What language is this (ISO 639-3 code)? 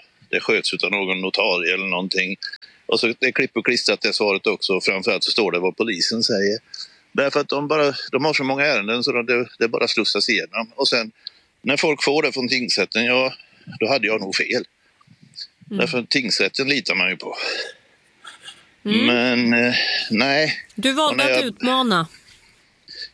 swe